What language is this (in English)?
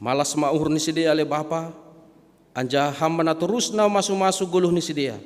Batak Simalungun